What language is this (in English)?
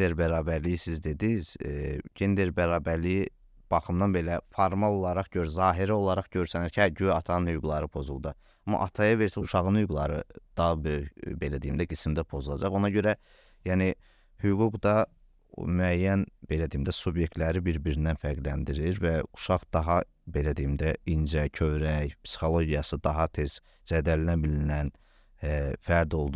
Azerbaijani